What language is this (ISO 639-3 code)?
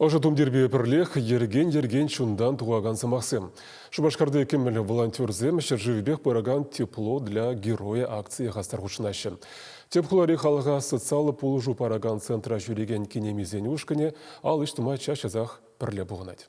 chv